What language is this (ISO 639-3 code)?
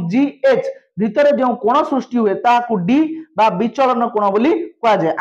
ori